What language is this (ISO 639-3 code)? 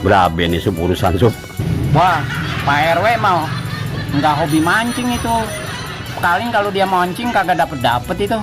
bew